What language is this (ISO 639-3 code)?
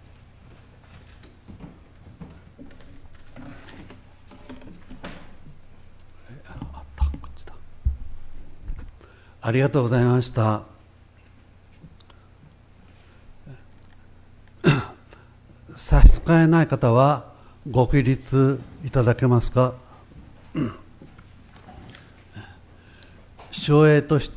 jpn